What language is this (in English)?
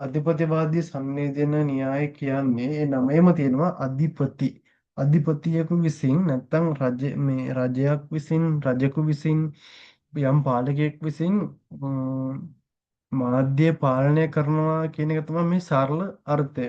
Sinhala